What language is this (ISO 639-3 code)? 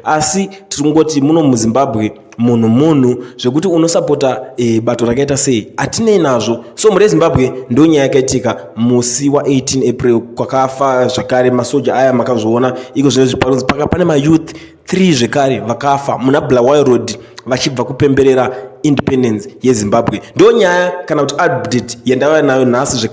sna